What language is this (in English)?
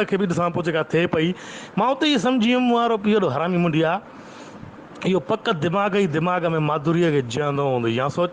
Sindhi